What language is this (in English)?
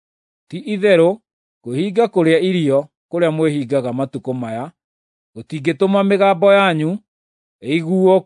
Kikuyu